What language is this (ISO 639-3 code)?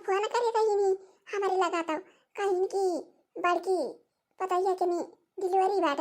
awa